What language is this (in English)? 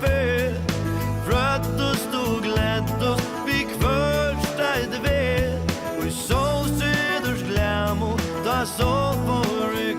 Faroese